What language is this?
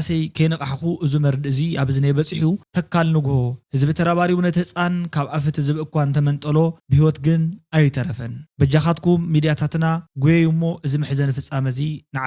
Tigrinya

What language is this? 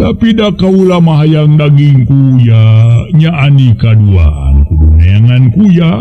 Sundanese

